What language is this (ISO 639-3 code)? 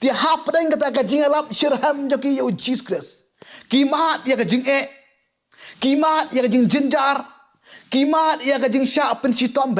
kha